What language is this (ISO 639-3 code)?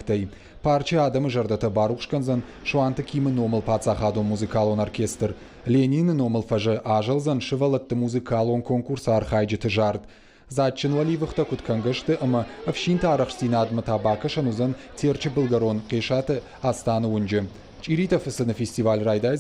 oss